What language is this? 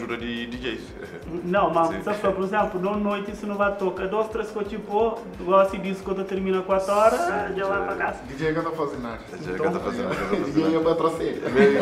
Kabuverdianu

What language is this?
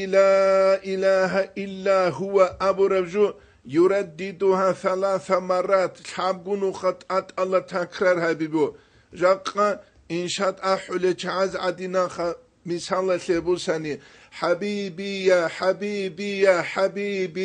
Avaric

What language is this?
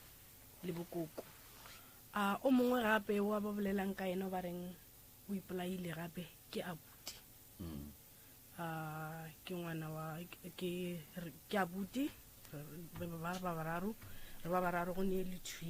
Northern Sotho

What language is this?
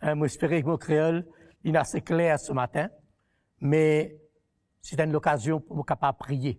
Morisyen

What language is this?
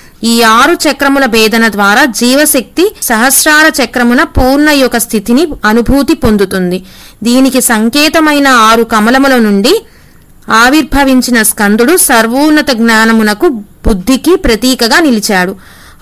Telugu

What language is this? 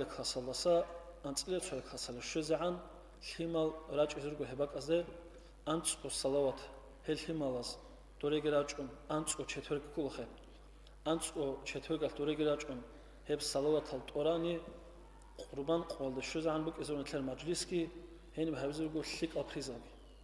Avaric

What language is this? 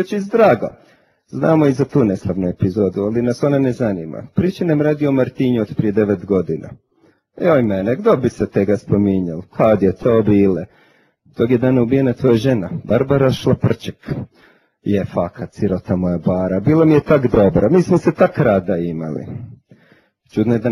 Croatian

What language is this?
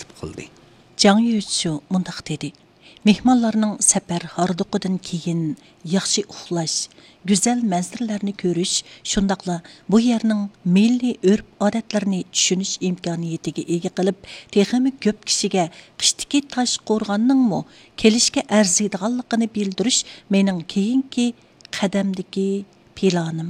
Uyghur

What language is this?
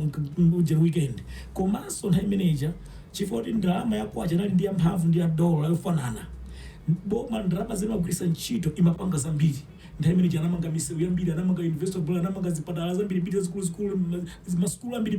Nyanja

